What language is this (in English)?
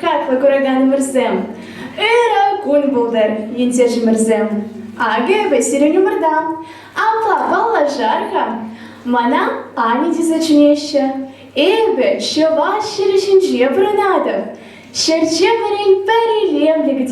Chuvash